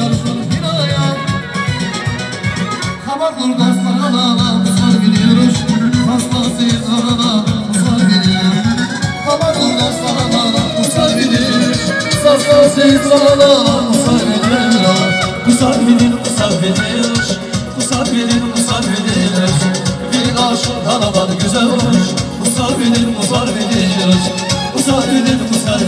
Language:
Turkish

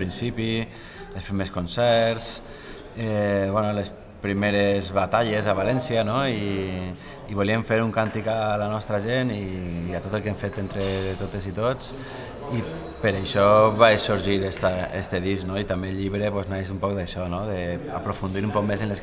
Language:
Catalan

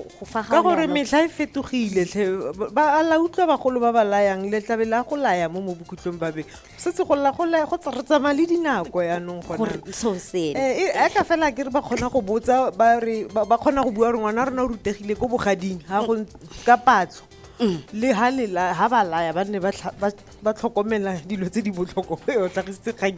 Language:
Tswana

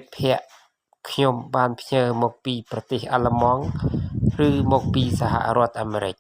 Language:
Khmer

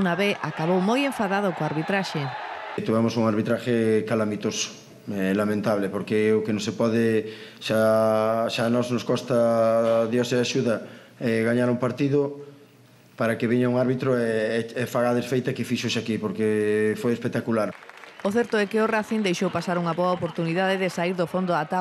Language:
Galician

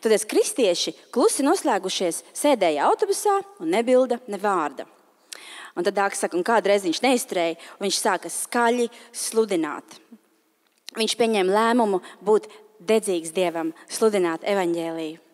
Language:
Latvian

